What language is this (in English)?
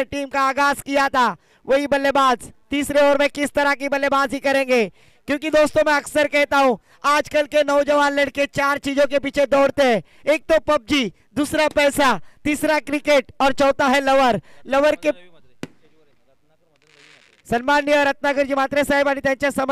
Marathi